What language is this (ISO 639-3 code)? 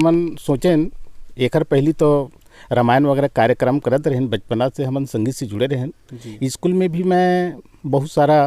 hne